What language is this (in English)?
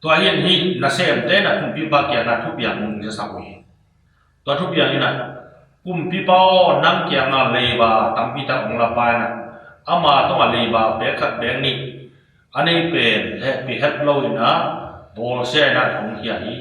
Tedim Chin